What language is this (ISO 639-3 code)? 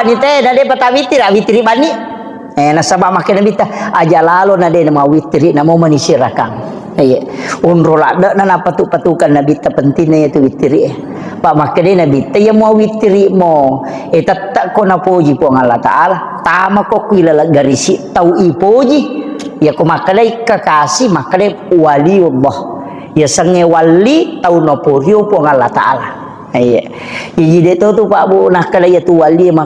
bug